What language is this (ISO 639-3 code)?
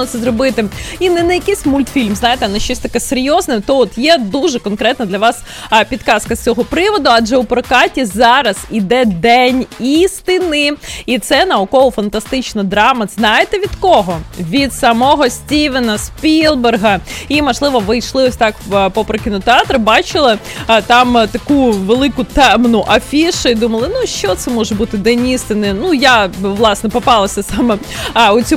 ukr